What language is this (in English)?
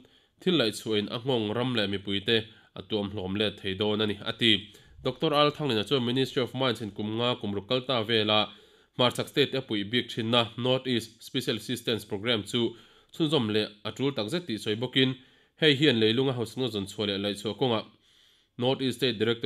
Mizo